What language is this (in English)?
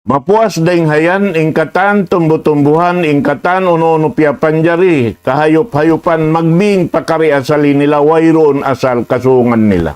Tausug